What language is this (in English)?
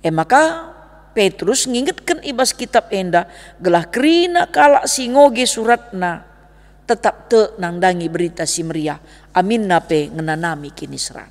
Batak Karo